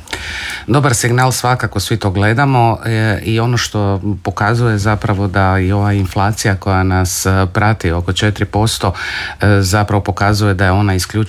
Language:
Croatian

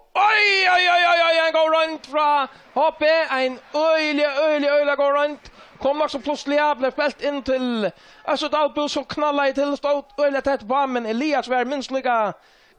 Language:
Faroese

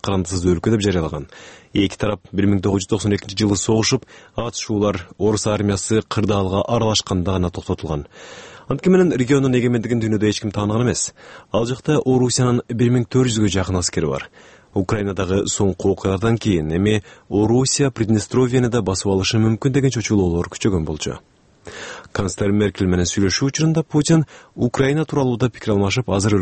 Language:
Kyrgyz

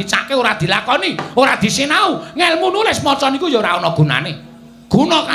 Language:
Javanese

